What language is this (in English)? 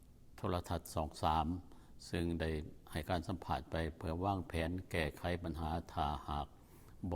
Lao